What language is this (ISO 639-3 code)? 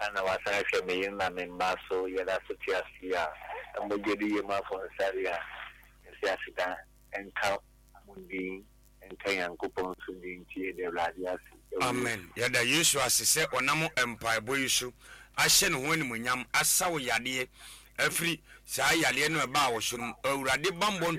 aka